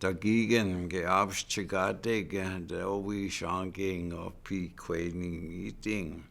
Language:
Chippewa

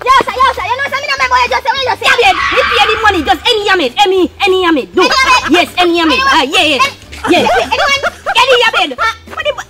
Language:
Jamaican Creole English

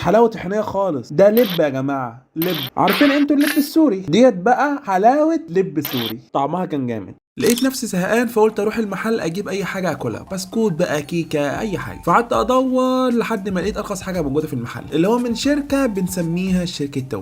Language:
Egyptian Arabic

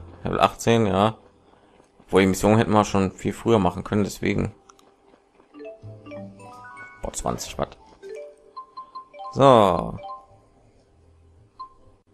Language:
German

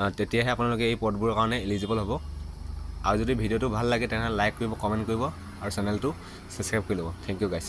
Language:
Assamese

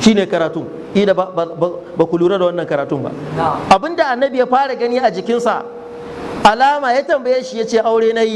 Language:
Hausa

